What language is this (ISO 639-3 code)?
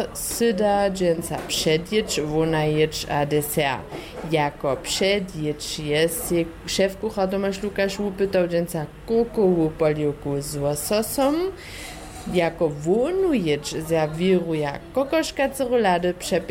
hsb